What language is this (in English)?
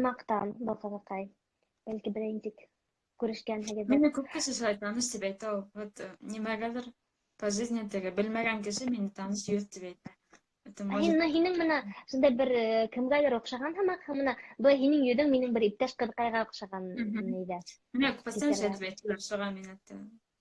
Bashkir